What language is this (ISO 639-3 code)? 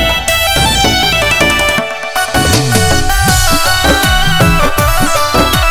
bho